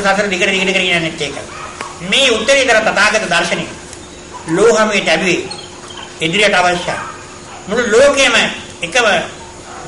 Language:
Sinhala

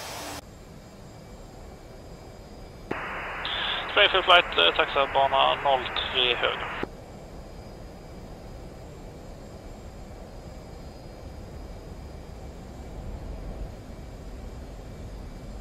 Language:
Swedish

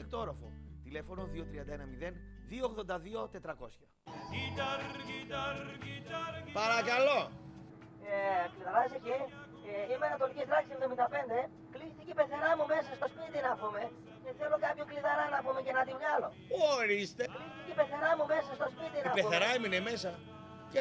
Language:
Greek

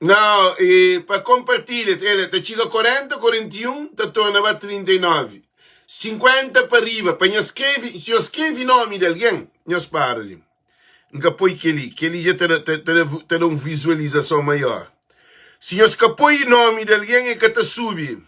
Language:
Kabuverdianu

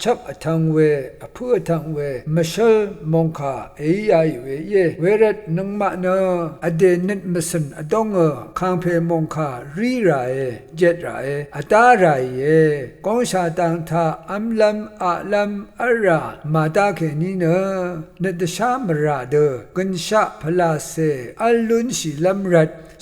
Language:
Rawang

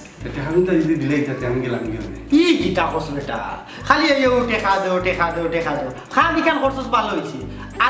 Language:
Sylheti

